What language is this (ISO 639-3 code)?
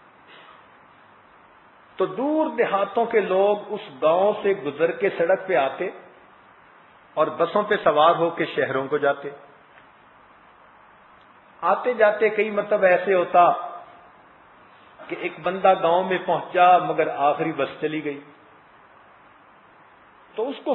urd